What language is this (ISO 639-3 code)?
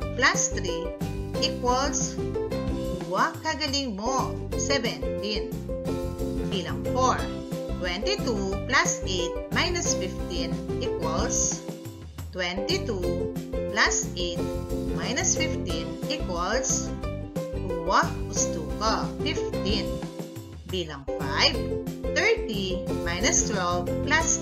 pam